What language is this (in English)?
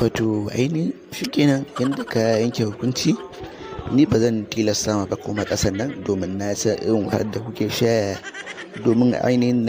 Hausa